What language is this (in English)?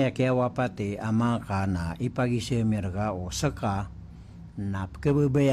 Maranao